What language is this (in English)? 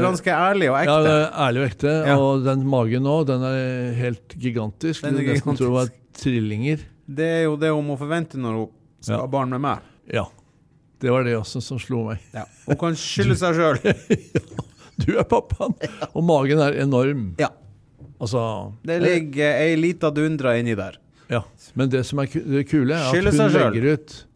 Norwegian